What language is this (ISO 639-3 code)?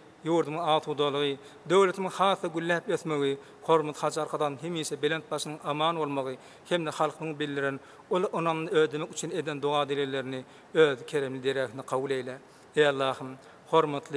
tuk